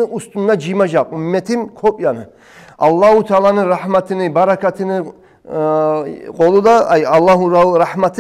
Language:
Kumyk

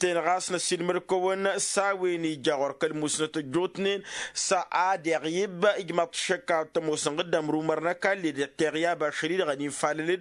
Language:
Tamasheq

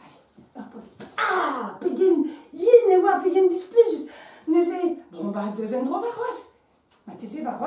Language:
Breton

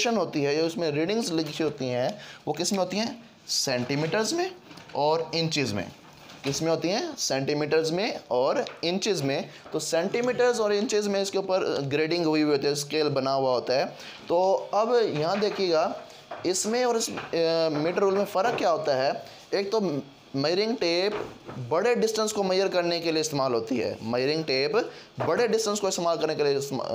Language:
Hindi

